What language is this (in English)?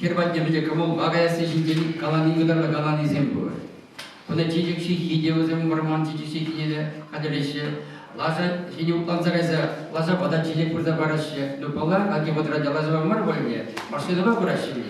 Chuvash